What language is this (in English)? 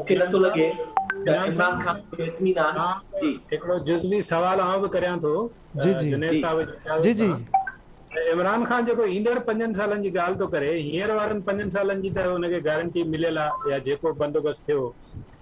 Sindhi